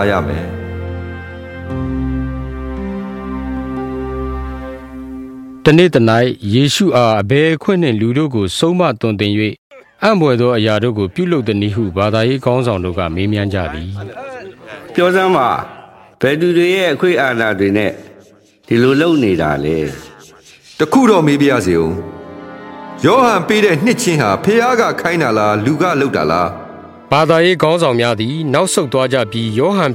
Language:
Burmese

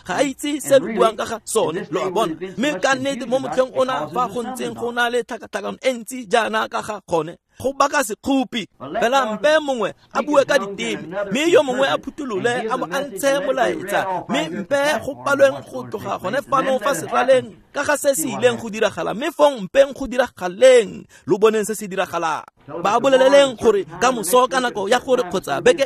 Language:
Tswana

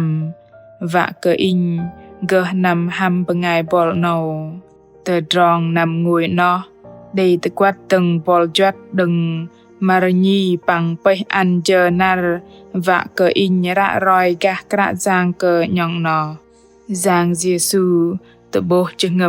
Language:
Bahnar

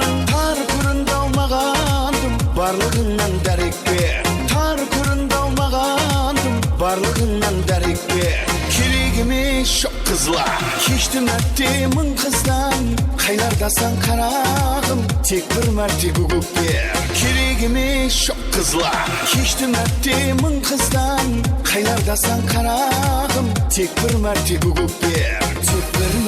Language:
Kara-Kalpak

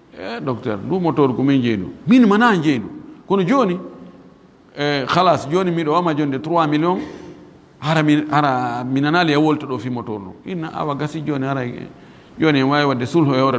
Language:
Fula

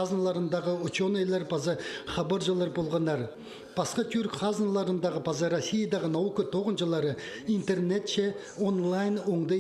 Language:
Khakas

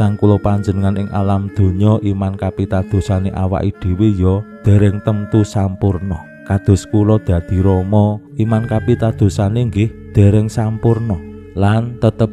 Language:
Javanese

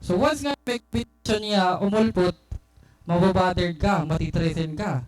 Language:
Waray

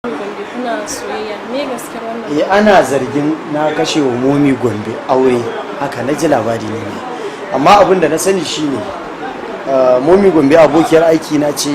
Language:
Hausa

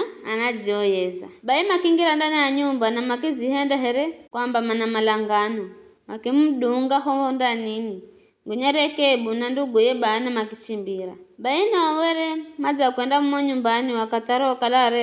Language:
Giryama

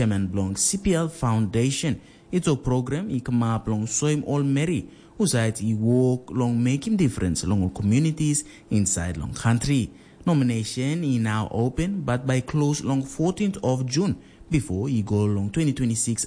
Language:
Tok Pisin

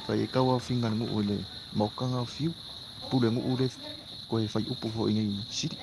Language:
Samoan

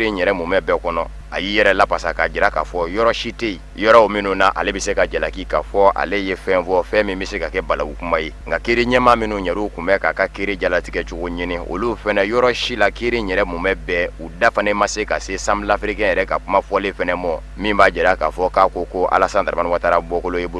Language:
Bambara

